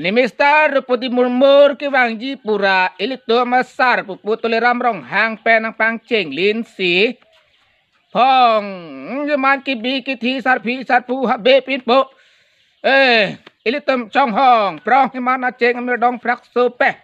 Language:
Karbi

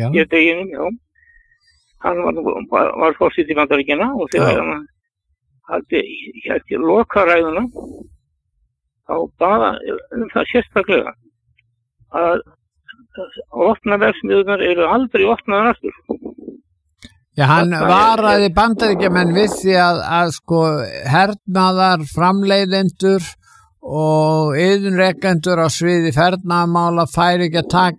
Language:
Icelandic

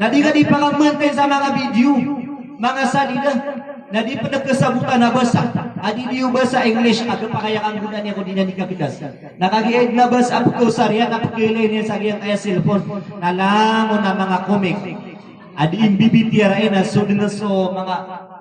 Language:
Maranao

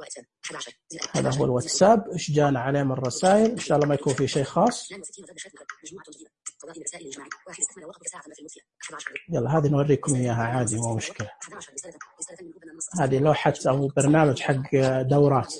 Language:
Najdi Arabic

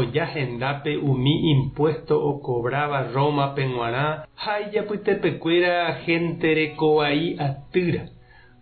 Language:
Guarani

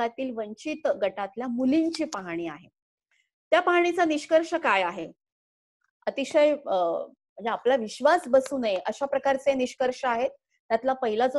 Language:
Marathi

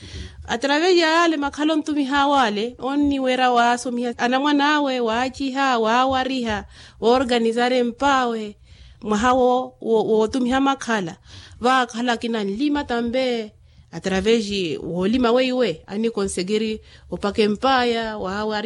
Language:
Makhuwa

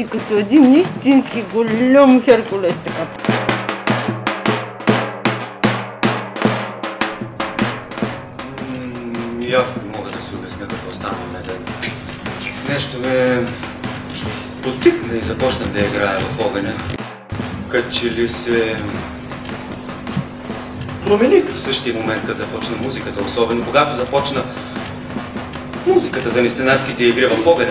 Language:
Bulgarian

